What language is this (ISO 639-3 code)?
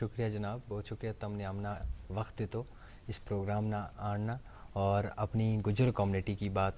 gju